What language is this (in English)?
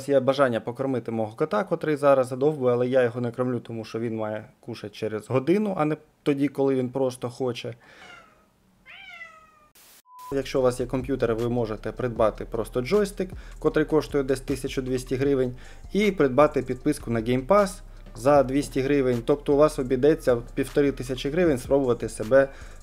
Ukrainian